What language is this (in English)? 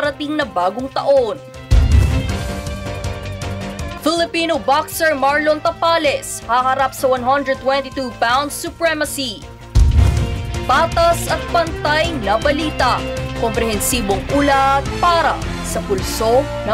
Filipino